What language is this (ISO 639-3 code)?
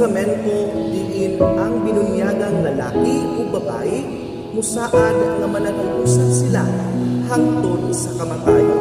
ceb